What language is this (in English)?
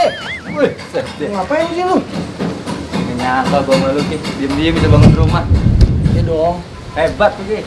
Betawi